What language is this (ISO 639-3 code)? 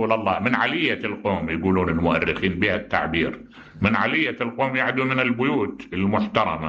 acm